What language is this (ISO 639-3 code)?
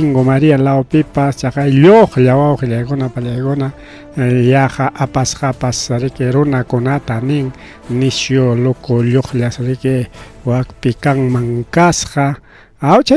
quy